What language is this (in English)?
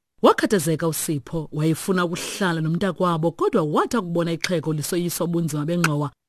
Xhosa